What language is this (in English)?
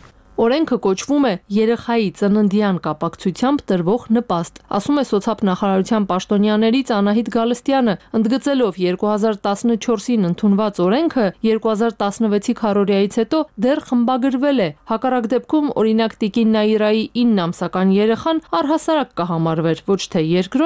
Armenian